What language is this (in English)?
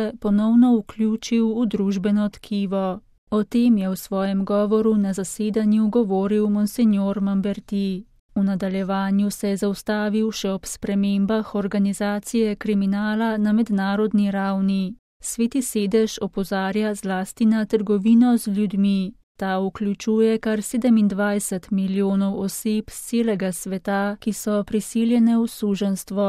Slovenian